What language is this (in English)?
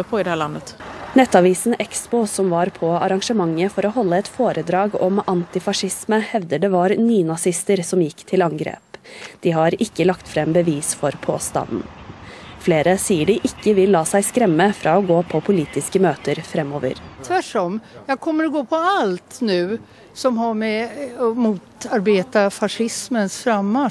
Norwegian